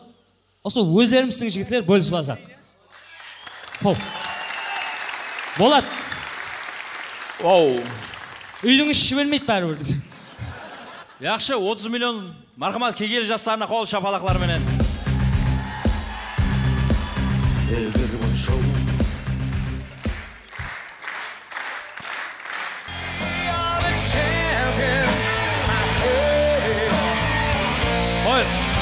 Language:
Kazakh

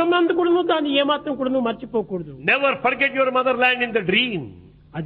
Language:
Telugu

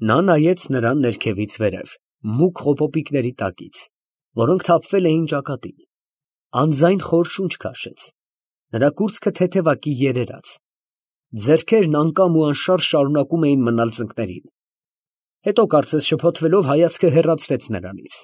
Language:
Armenian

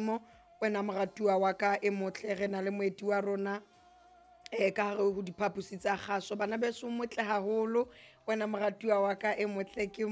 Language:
Southern Sotho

